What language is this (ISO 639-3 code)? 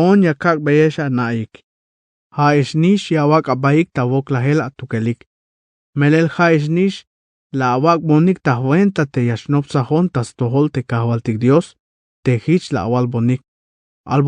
tzh